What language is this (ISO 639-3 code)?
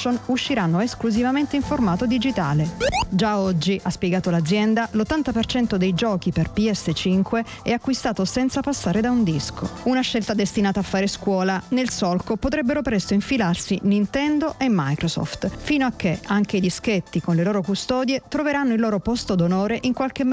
ita